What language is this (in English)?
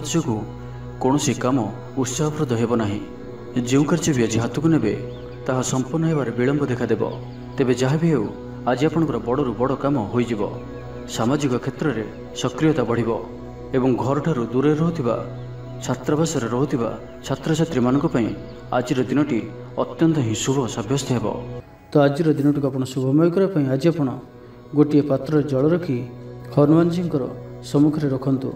Odia